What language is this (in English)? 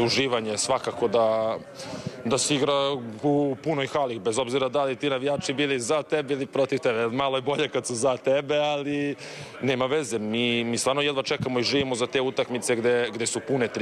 Serbian